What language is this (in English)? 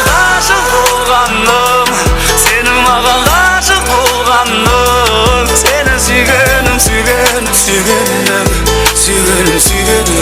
Kara-Kalpak